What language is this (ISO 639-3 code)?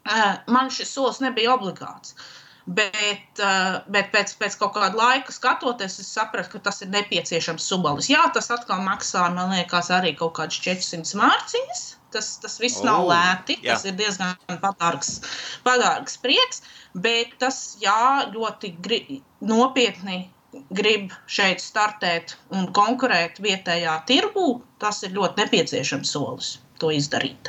lav